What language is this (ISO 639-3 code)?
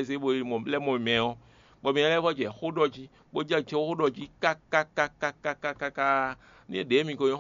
fon